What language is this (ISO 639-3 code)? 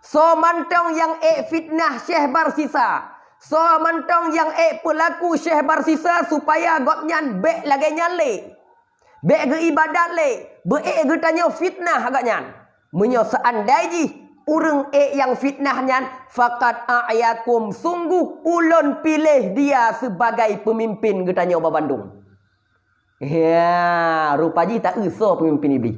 ace